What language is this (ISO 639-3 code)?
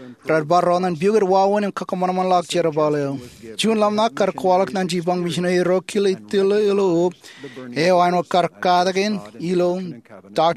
mah